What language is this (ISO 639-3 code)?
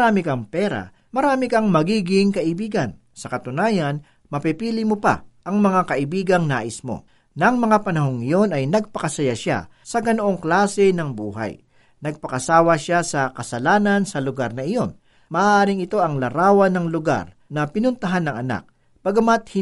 fil